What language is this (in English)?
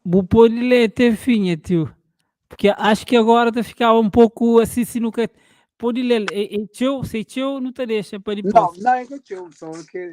Kabuverdianu